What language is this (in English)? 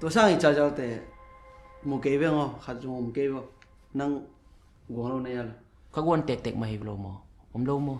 Tedim Chin